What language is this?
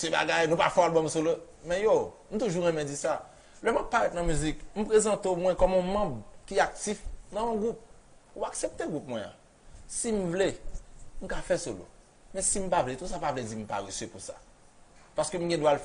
Haitian Creole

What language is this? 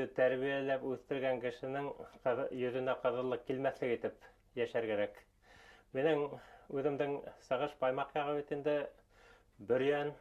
Bashkir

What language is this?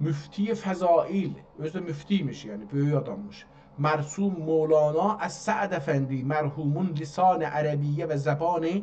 South Azerbaijani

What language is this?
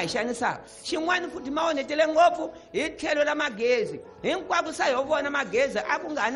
Tsonga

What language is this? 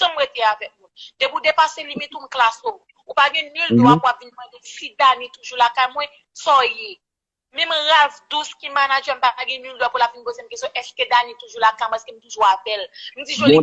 Haitian Creole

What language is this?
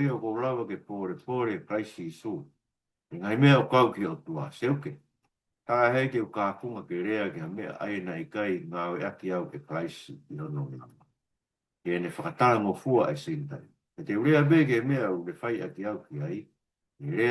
Tongan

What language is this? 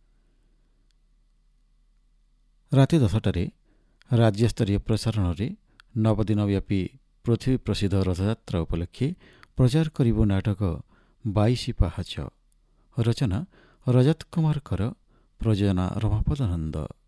Odia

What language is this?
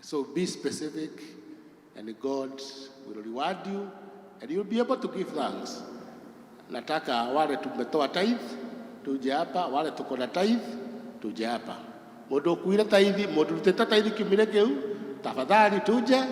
Kikuyu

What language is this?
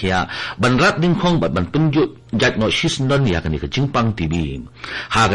Khasi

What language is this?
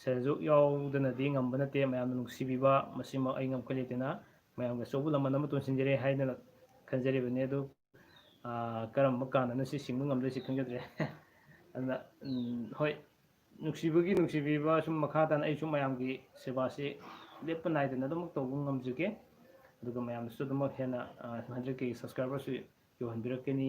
Manipuri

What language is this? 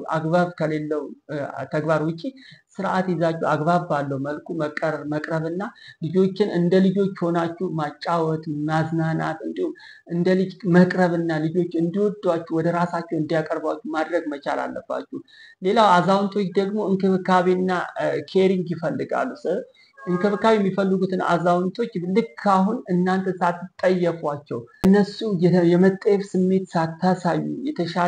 Amharic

